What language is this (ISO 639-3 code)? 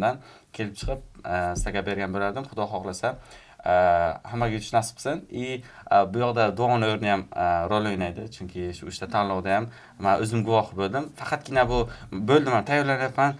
uzb